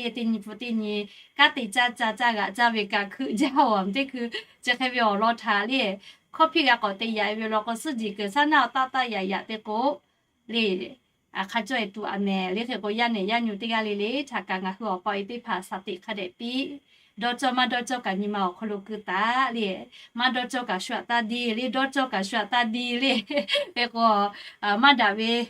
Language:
Lahu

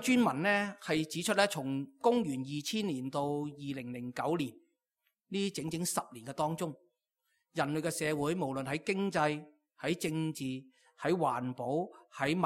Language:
Cantonese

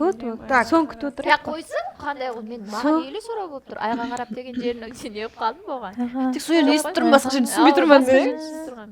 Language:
Kara-Kalpak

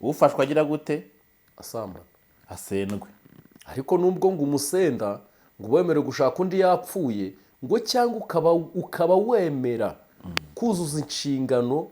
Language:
Kinyarwanda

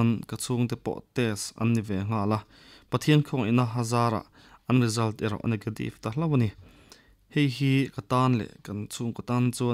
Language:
Mizo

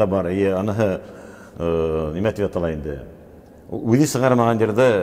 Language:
Bashkir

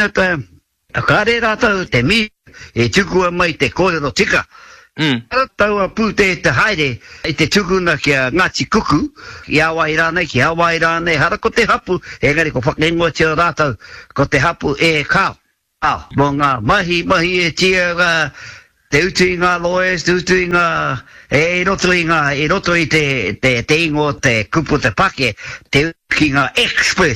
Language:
Māori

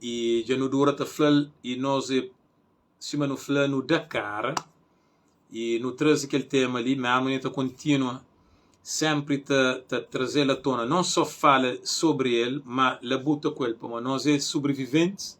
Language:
Kabuverdianu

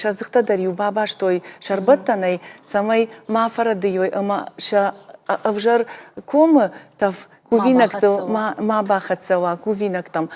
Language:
Ossetic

